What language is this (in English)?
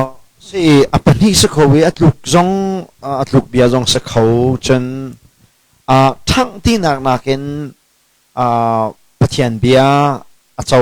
Hakha Chin